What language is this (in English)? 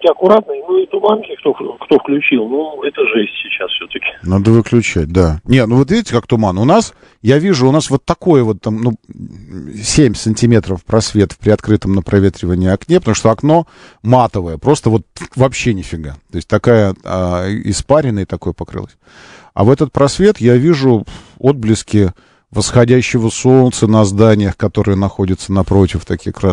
Russian